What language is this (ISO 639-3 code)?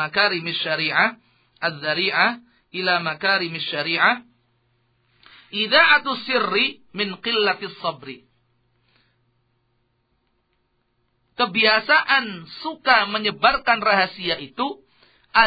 ind